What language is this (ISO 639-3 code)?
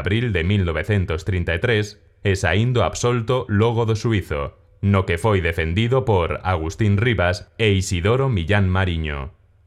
glg